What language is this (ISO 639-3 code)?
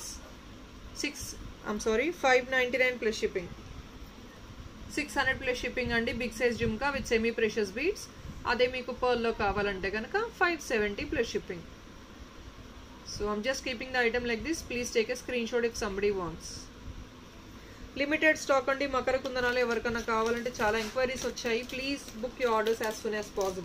tel